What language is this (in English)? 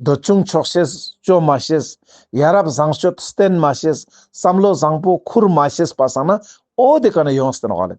Ladakhi